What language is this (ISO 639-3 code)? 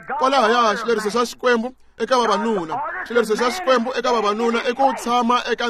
tso